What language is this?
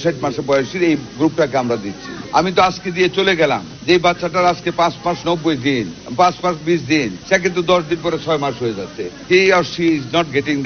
Bangla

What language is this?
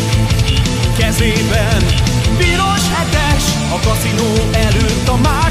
Hungarian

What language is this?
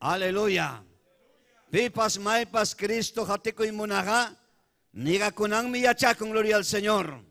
Ayacucho Quechua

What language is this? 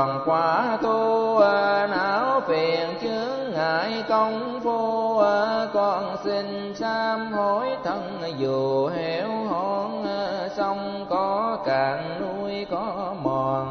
Vietnamese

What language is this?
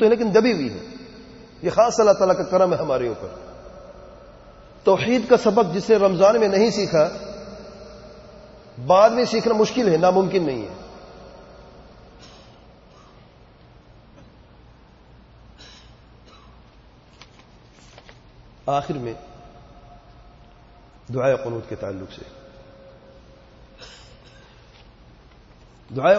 Urdu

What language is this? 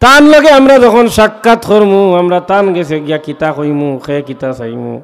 Sylheti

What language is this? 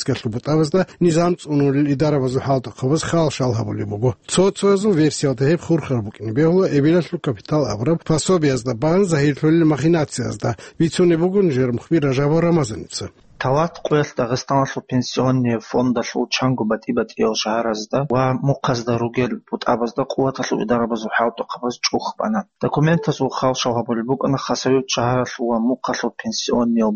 Avaric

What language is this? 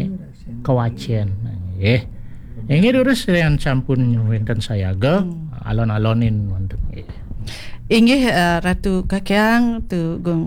Balinese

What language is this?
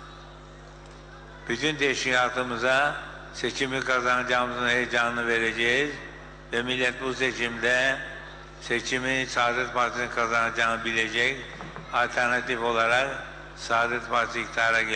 Turkish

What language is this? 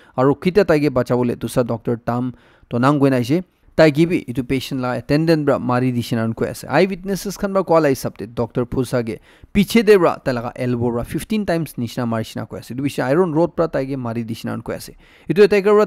Naga Pidgin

